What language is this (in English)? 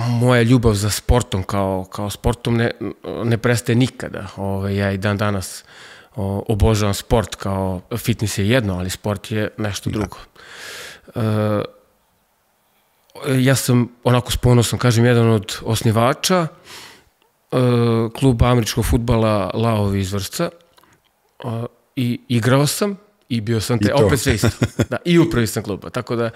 Serbian